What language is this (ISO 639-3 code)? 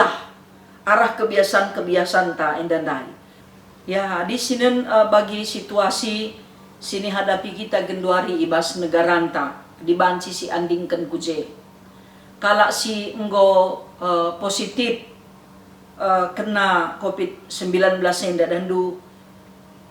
btx